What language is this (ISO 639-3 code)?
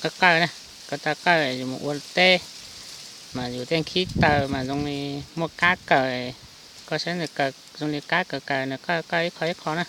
hmn